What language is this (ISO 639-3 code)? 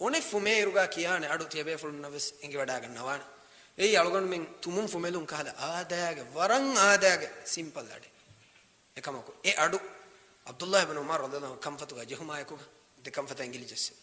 div